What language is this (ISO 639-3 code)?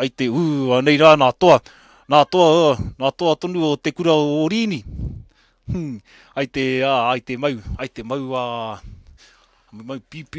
mri